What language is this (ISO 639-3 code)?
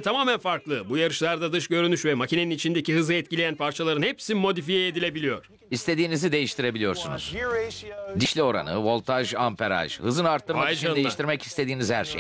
tur